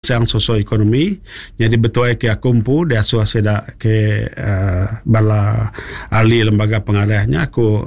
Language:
Iban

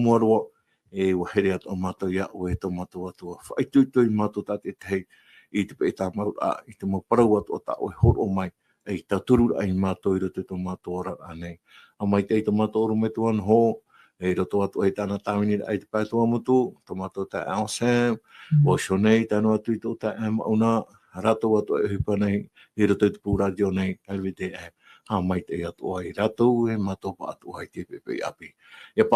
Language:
Tahitian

